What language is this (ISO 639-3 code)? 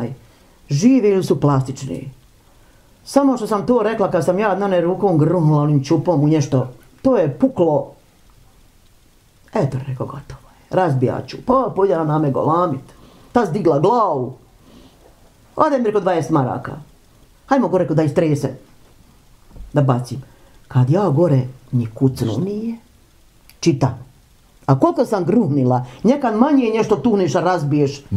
bos